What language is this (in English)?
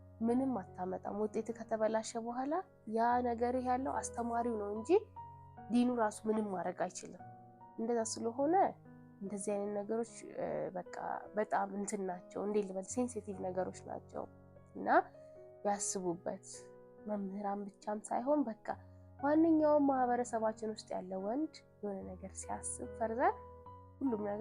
Amharic